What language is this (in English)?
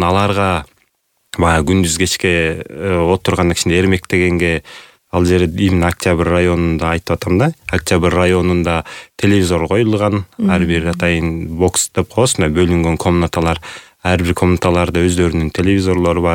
Kyrgyz